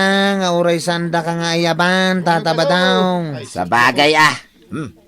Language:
Iloko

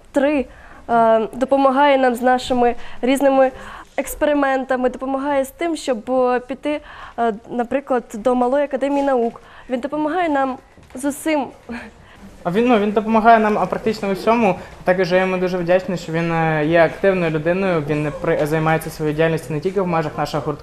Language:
Ukrainian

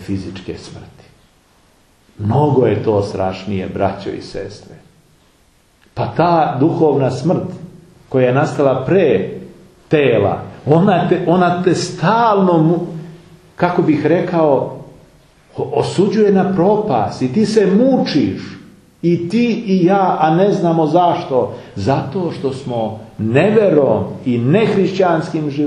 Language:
Serbian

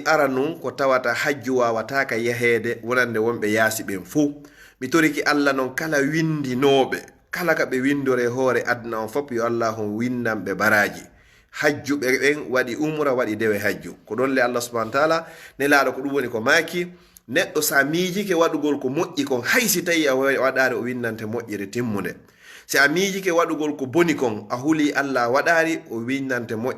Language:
Fula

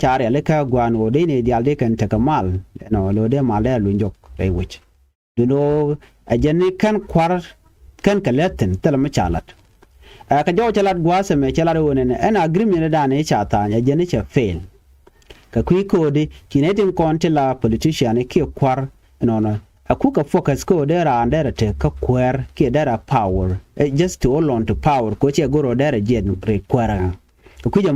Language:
Nuer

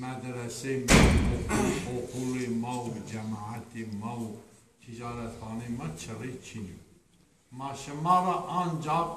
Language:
Zaza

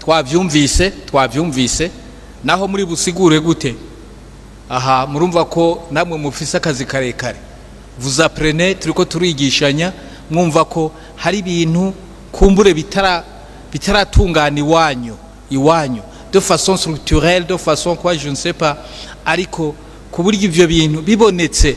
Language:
Rundi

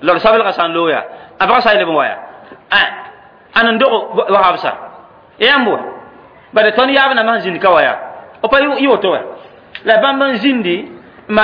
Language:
Mossi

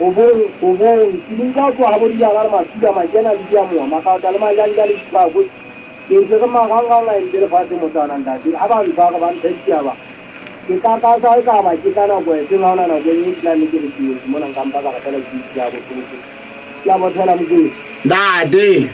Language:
Southern Sotho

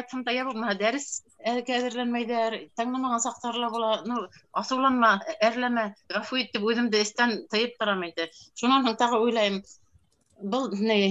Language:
Bashkir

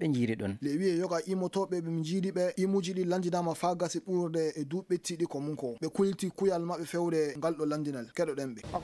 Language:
Fula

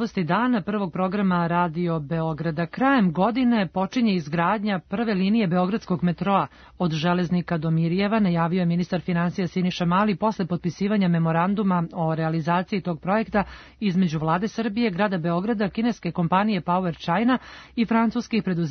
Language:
Serbian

